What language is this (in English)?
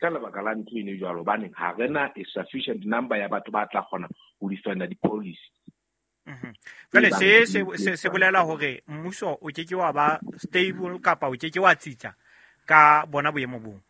Southern Sotho